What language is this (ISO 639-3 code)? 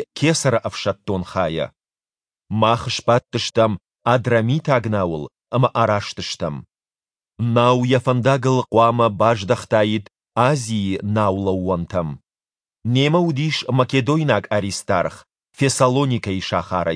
oss